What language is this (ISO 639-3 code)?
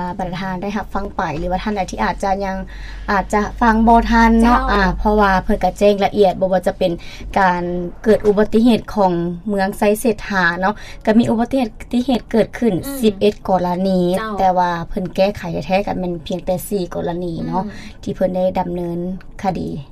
lao